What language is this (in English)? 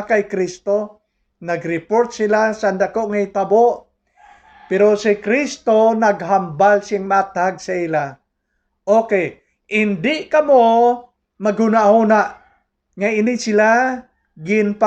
Hiligaynon